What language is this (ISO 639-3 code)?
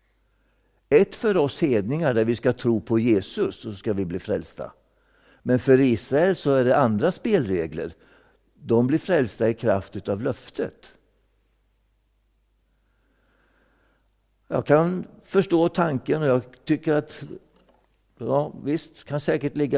swe